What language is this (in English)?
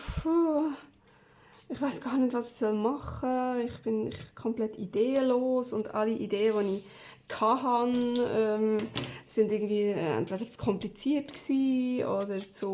Swiss German